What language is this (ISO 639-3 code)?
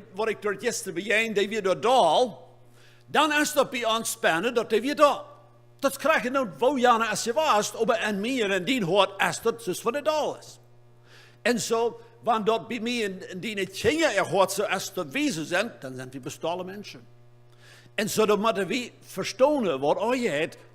pdt